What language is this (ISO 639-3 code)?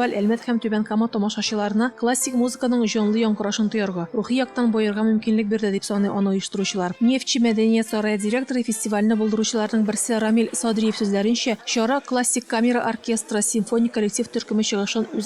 tat